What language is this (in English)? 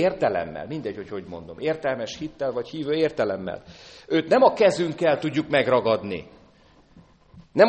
Hungarian